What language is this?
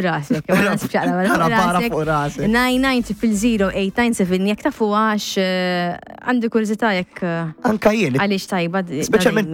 Maltese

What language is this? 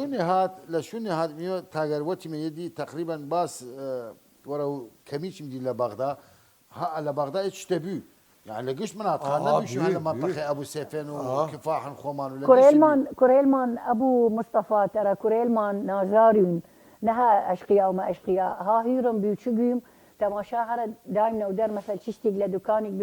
Southern Kurdish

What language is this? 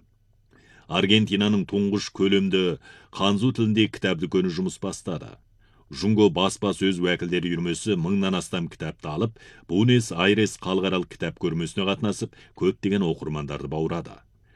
Kazakh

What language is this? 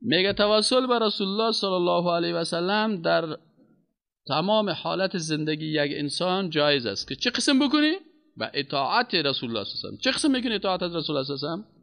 Persian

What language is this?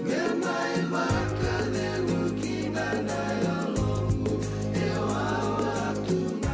Fijian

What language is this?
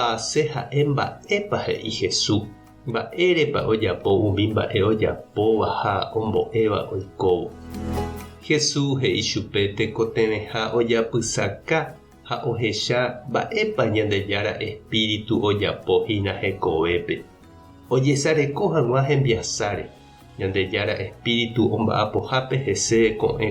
Guarani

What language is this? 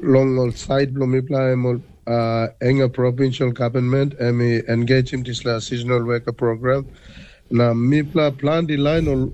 Tok Pisin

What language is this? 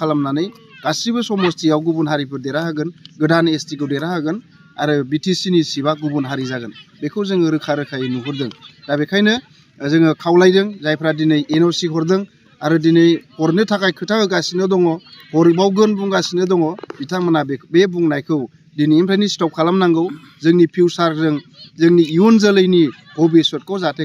Bodo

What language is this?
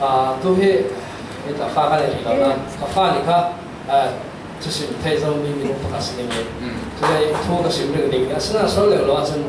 Falam Chin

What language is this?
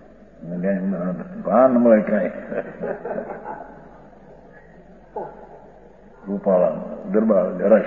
Gujarati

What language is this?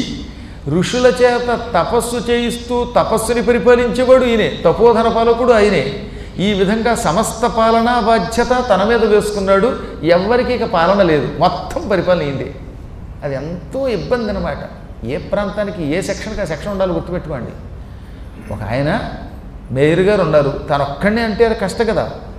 Telugu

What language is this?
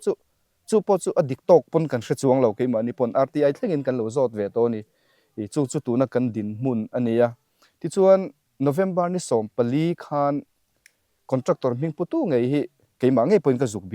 Mizo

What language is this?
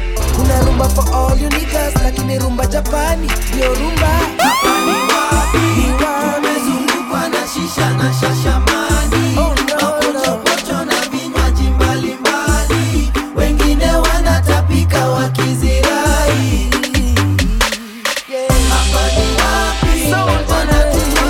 Swahili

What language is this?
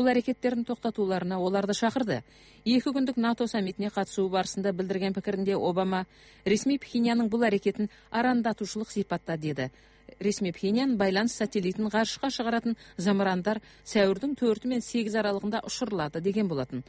Kazakh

